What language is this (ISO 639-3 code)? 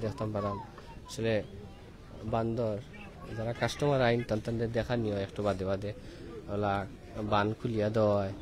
syl